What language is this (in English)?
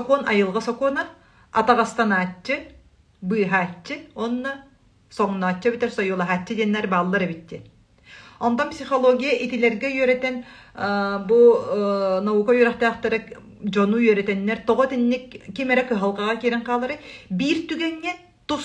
Yakut